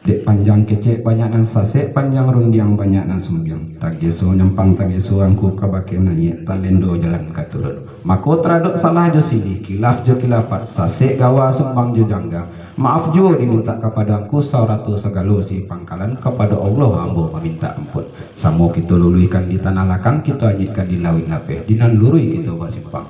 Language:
Minangkabau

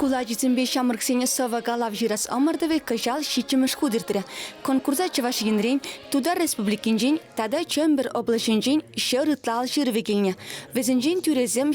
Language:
Chuvash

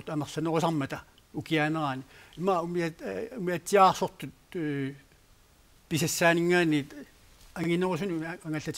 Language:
Kalaallisut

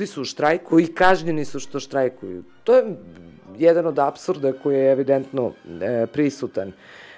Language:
Serbian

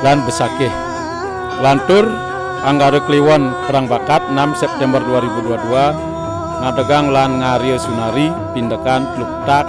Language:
Balinese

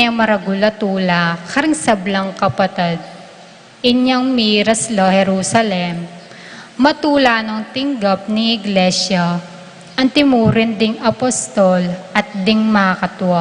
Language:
Pampanga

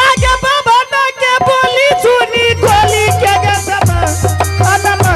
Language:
Angika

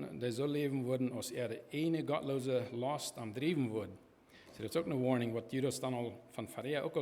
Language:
Plautdietsch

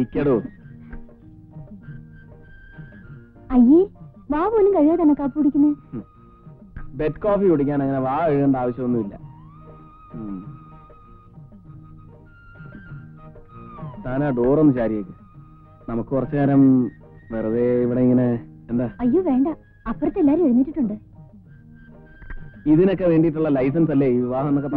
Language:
Malayalam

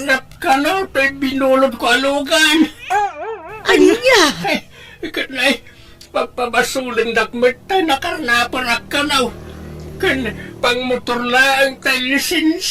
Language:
Iloko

